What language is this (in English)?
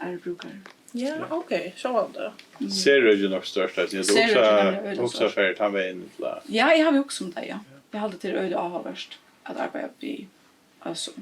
Faroese